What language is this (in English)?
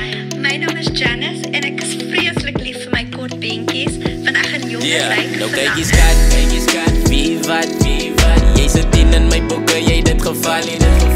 Afrikaans